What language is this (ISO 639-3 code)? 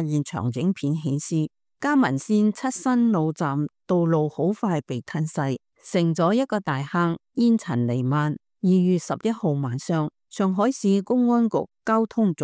yue